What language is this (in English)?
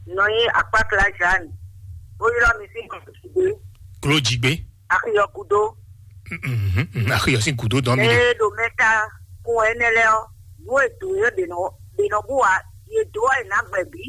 Fon